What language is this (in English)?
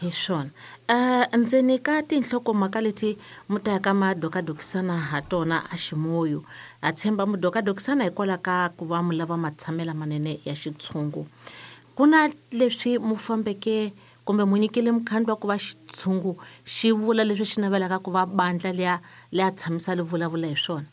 Tsonga